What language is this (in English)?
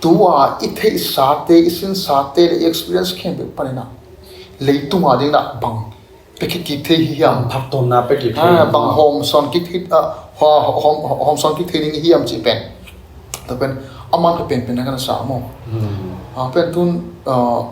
Tedim Chin